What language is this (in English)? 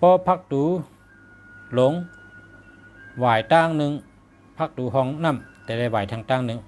Shan